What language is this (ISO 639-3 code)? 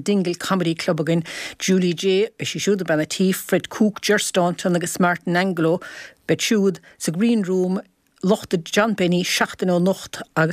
gle